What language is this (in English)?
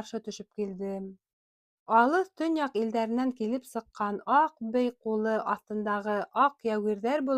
Bashkir